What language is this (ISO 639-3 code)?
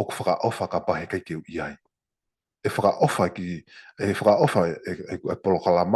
ton